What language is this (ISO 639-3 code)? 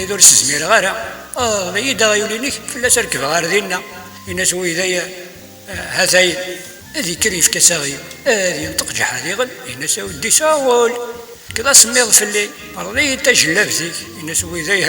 kab